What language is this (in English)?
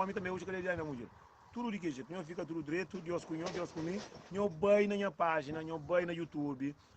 Kabuverdianu